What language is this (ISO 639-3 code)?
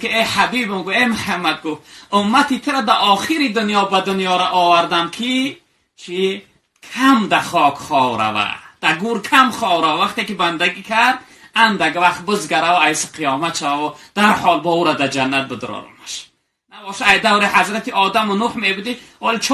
tgk